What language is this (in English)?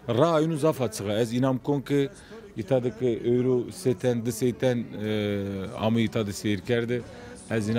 Zaza